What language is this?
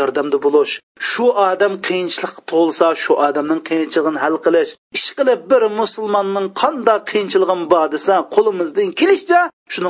Uyghur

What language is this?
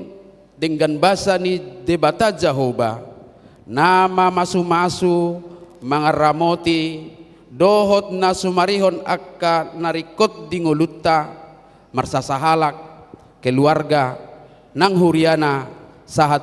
Batak Toba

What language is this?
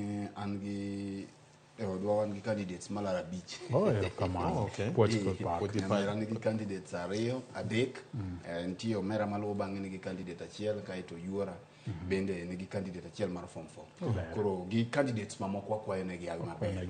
Luo (Kenya and Tanzania)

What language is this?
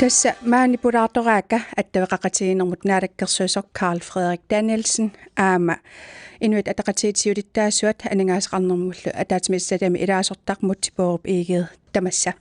Kalaallisut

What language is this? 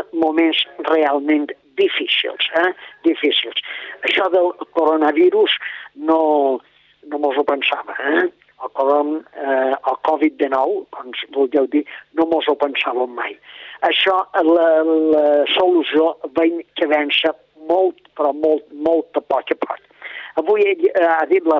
Catalan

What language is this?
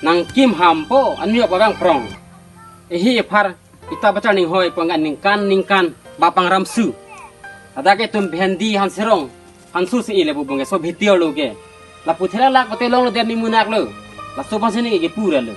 Karbi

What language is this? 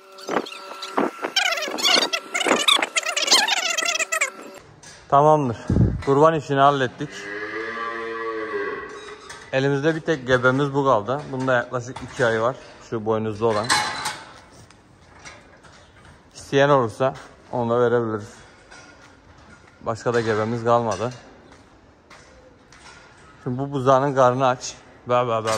Turkish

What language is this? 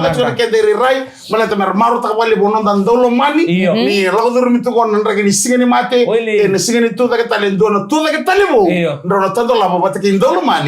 Fijian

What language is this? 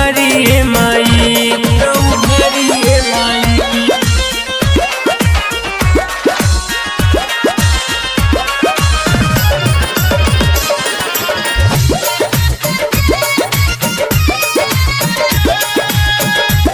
Bhojpuri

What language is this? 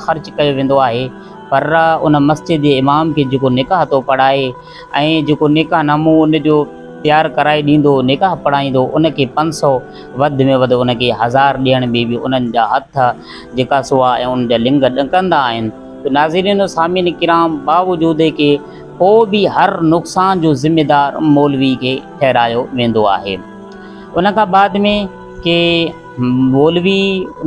Sindhi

